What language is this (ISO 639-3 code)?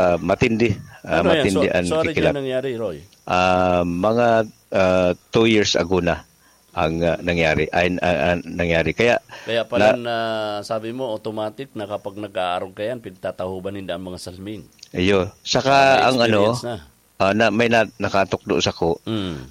bik